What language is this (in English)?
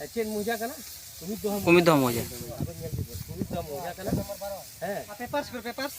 Santali